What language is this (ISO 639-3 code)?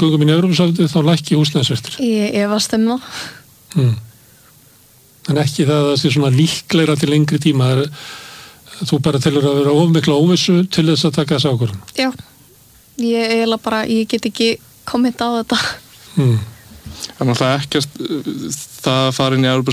isl